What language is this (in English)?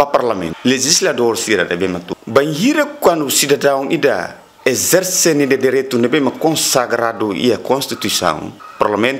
Tetum